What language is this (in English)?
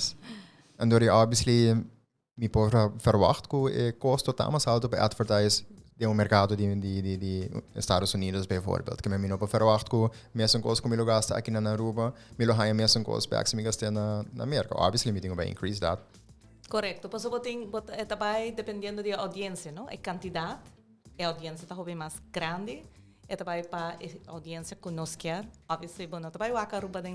Papiamento